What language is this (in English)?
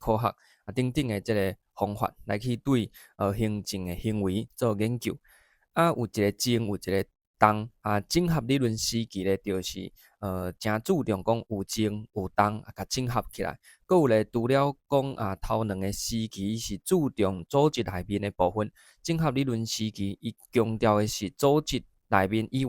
Min Nan Chinese